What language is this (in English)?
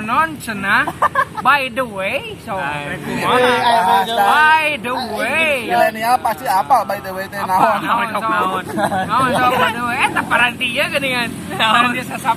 Sundanese